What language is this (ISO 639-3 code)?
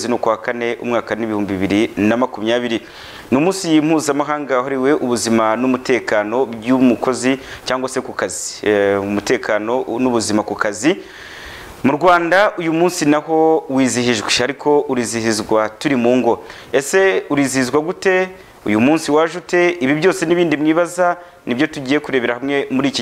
kin